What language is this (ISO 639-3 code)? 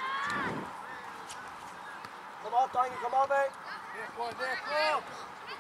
dan